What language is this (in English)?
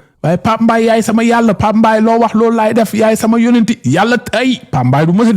Wolof